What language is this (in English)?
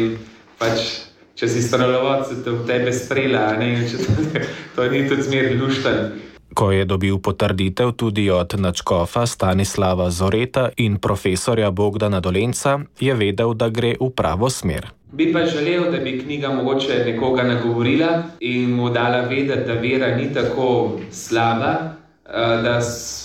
Slovenian